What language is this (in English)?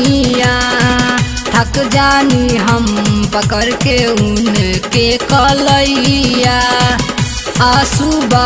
Bhojpuri